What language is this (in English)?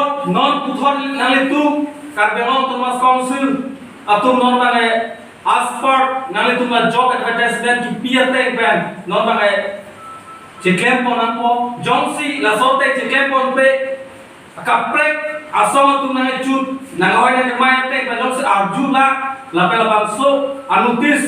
Karbi